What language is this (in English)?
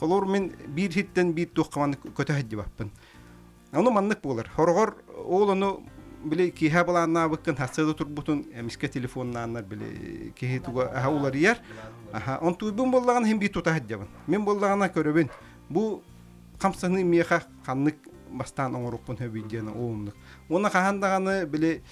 Yakut